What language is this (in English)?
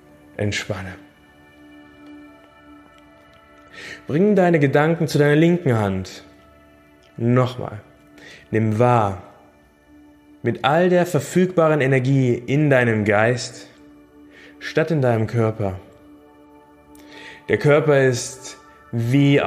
German